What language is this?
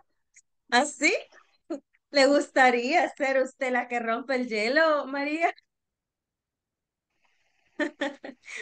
Spanish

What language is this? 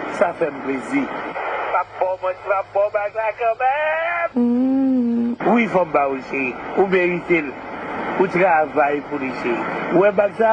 Haitian Creole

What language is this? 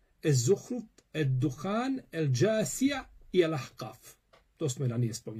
Bosnian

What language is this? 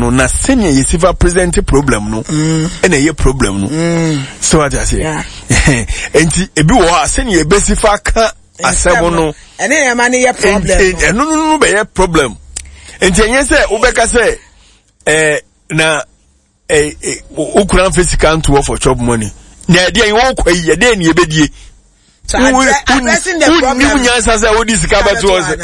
Akan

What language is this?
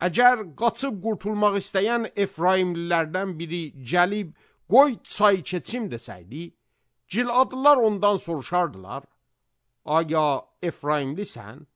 Azerbaijani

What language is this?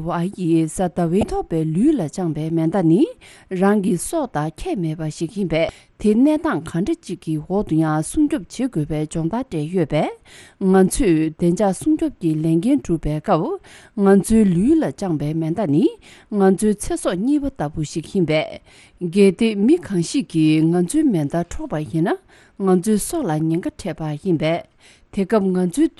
Tibetan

